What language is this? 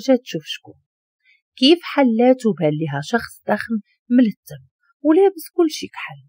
Moroccan Arabic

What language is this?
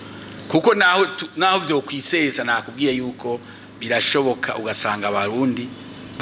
Rundi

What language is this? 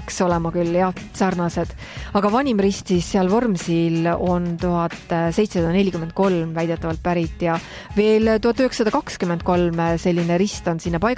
Estonian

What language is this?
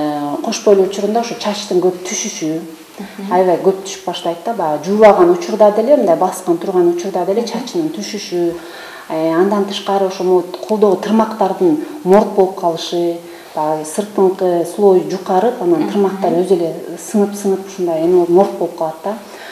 Kyrgyz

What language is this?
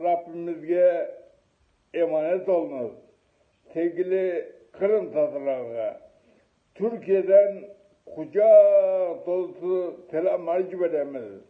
Crimean Tatar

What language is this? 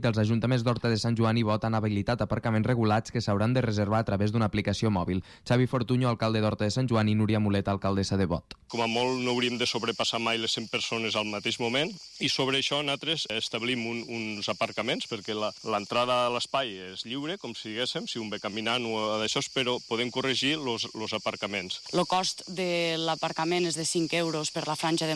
Catalan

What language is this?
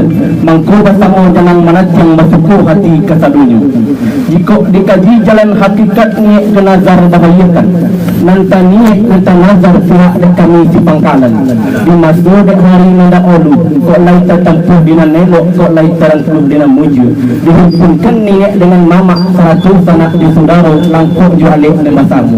Minangkabau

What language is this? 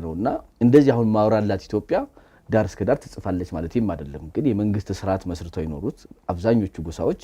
Amharic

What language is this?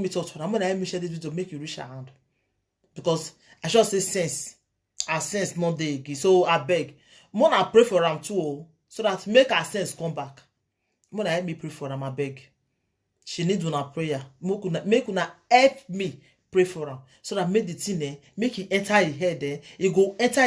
Nigerian Pidgin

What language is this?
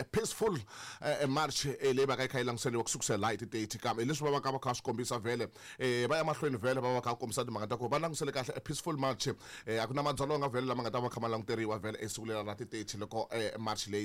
Tsonga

